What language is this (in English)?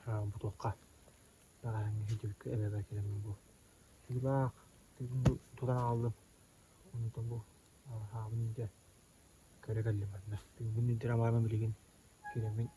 Yakut